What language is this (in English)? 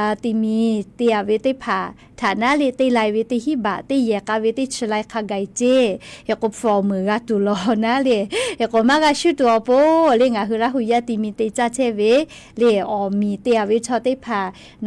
Lahu